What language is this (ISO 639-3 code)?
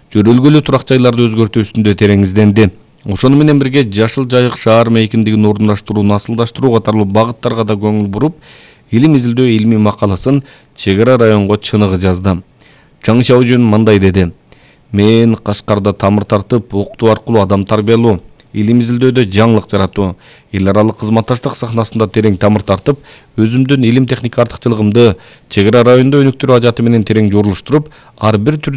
kir